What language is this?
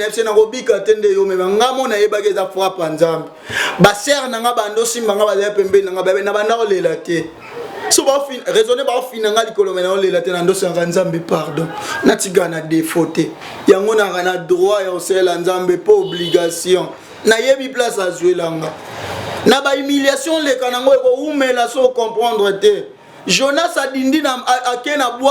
Lingala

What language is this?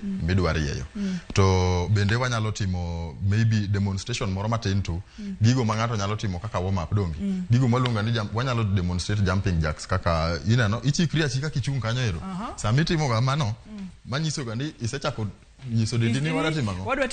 Luo (Kenya and Tanzania)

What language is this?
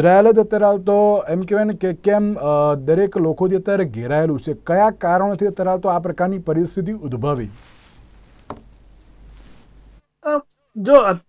Gujarati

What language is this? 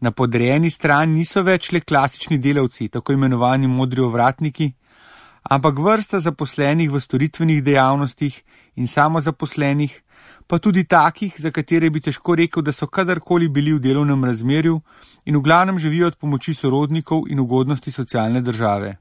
Slovenian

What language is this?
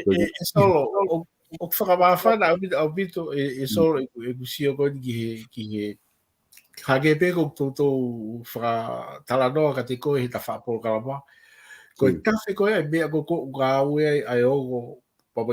Tongan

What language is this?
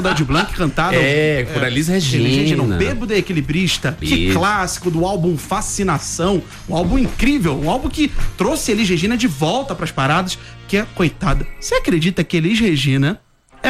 Portuguese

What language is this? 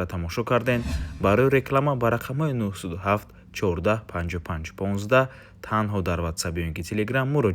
Tajik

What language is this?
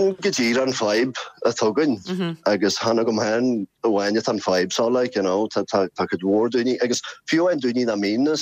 Irish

